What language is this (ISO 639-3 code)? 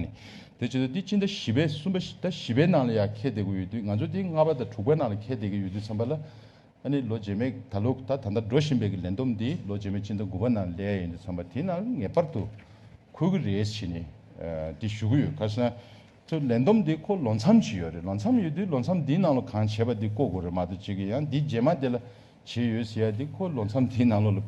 bod